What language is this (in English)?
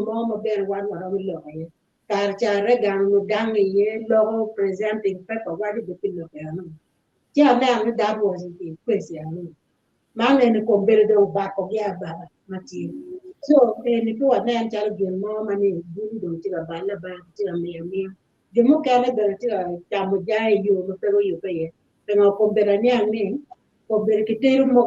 Acoli